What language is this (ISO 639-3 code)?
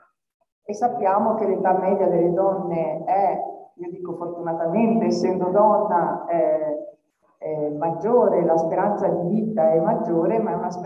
ita